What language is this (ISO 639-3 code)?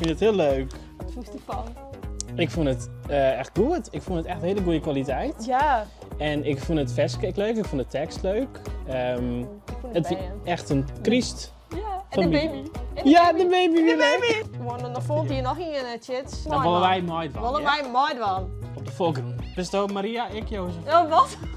fry